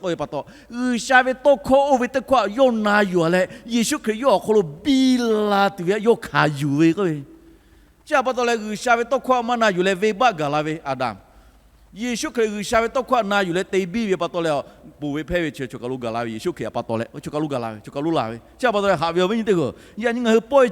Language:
Lahu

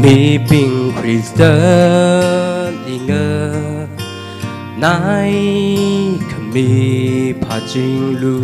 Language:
Tangkhul Naga (India)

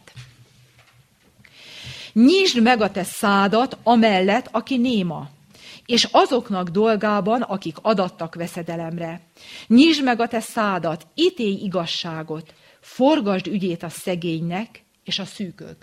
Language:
Hungarian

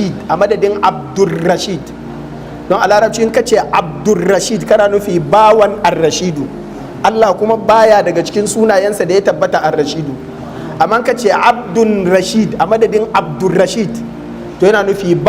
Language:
Hausa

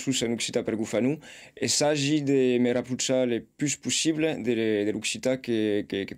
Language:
Occitan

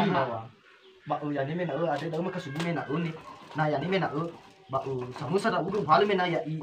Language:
Nias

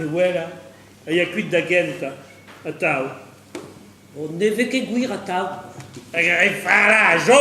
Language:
Breton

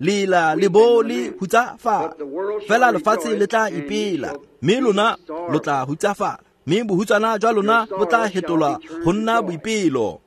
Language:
Tswana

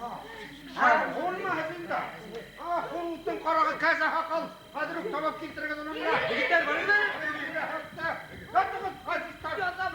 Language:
Bashkir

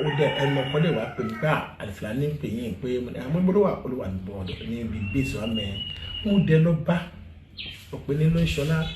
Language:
Yoruba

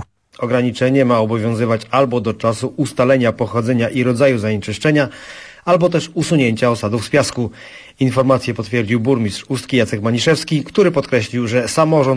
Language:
Polish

